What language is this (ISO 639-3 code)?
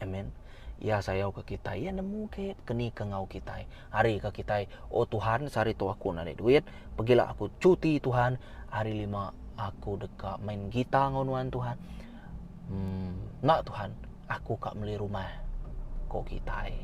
iba